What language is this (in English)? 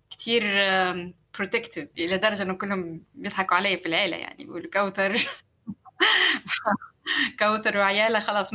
North Levantine Arabic